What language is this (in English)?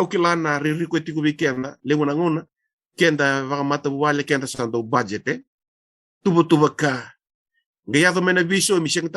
Fijian